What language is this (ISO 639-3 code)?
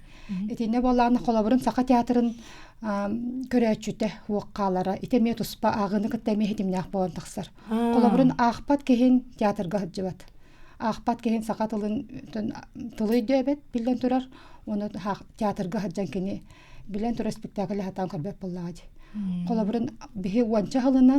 sah